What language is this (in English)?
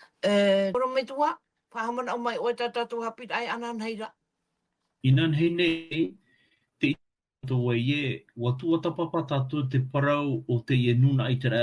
Tahitian